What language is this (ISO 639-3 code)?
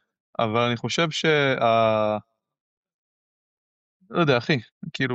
heb